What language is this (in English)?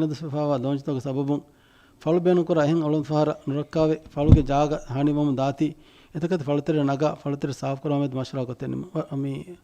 Divehi